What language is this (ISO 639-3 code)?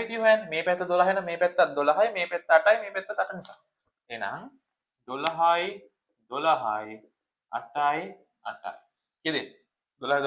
sin